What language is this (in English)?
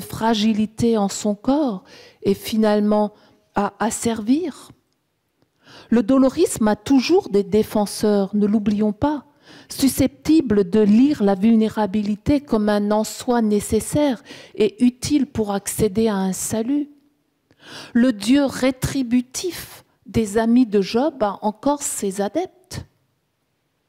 French